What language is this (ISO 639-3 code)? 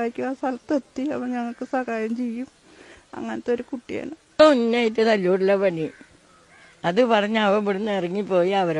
mal